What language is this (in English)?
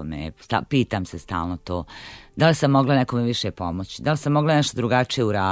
Bosnian